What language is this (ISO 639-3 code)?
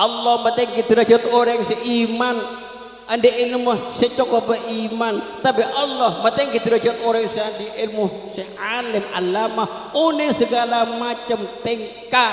mad